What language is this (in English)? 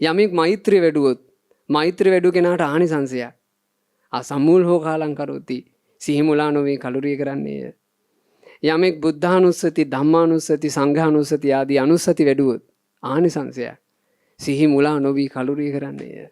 Sinhala